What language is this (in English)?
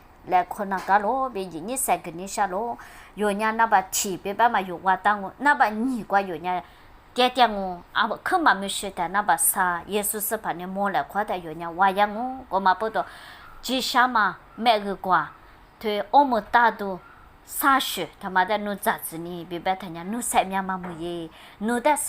Lisu